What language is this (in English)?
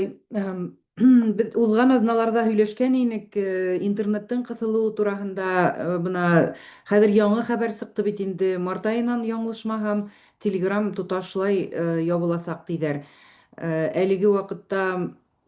Bashkir